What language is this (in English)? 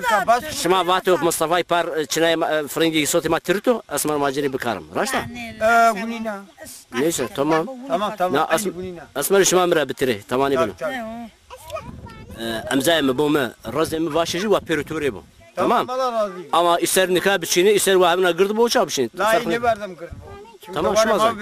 Zaza